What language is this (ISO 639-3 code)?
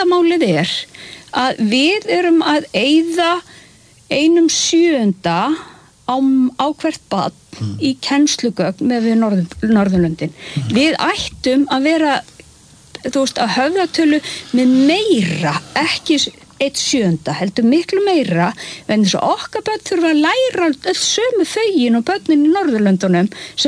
isl